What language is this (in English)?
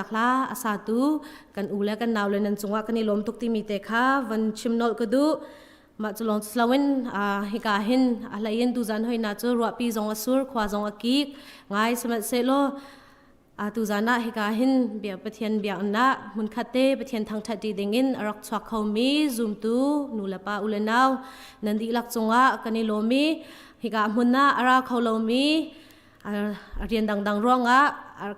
Hakha Chin